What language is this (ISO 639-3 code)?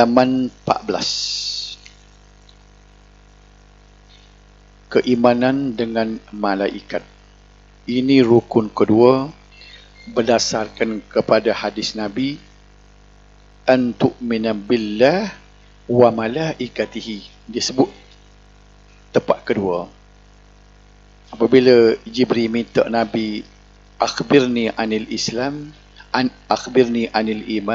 msa